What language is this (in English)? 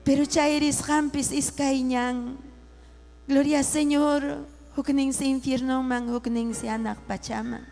Ayacucho Quechua